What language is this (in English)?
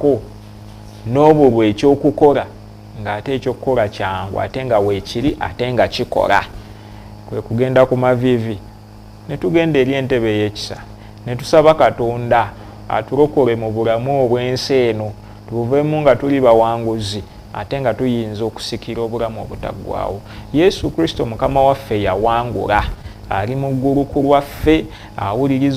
Ganda